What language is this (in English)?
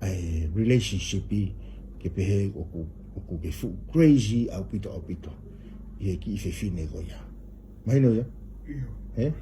Tongan